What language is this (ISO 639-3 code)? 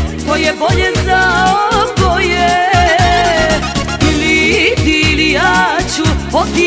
srp